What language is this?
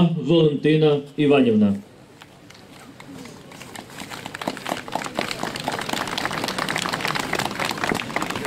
Ukrainian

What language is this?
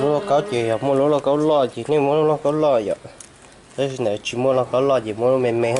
Hmong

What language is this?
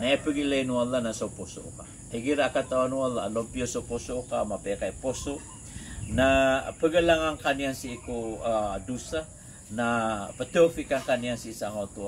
Maranao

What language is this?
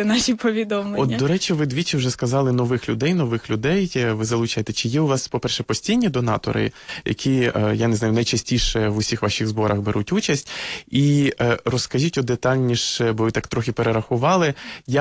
Ukrainian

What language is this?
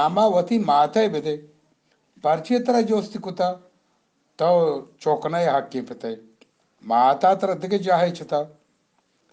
Eastern Balochi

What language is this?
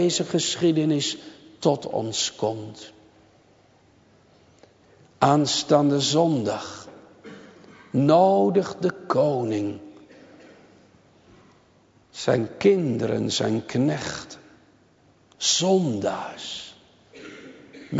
Dutch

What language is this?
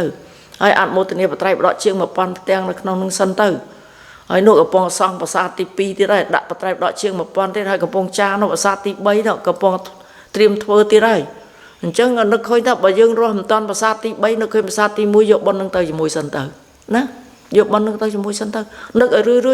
Khmer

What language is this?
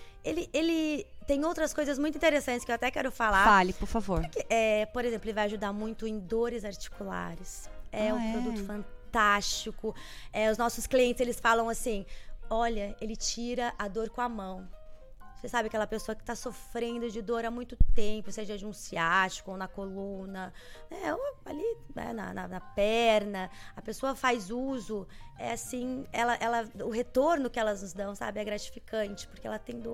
Portuguese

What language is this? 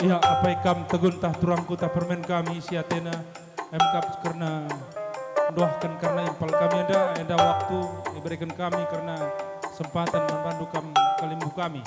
Batak Karo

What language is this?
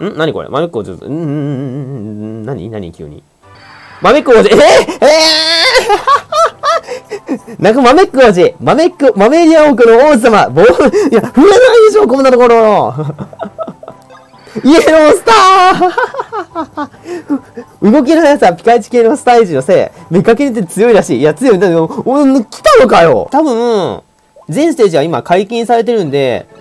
Japanese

